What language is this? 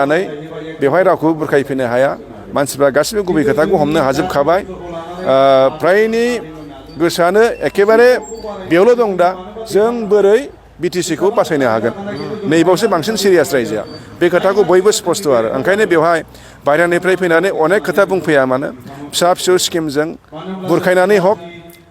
Bodo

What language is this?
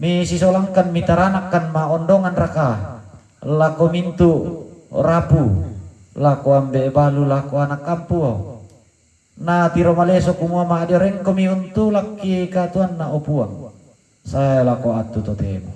Toraja-Sa'dan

